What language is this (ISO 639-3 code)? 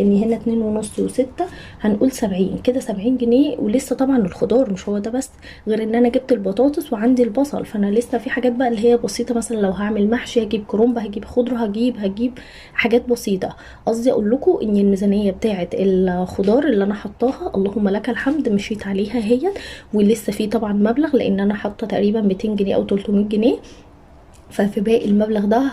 arz